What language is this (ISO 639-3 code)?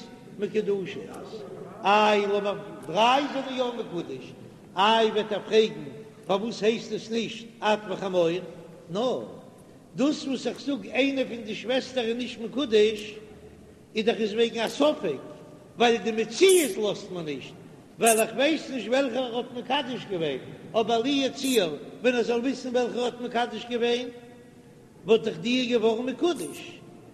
yid